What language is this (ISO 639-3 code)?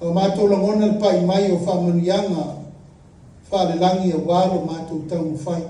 smo